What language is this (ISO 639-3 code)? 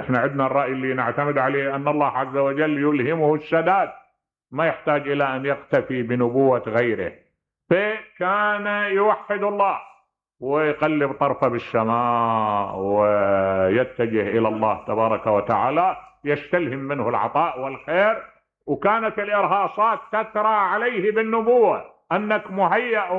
acm